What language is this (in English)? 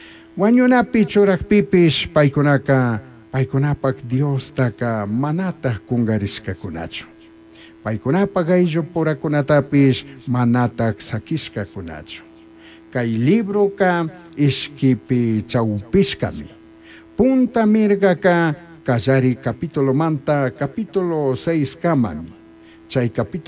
Chimborazo Highland Quichua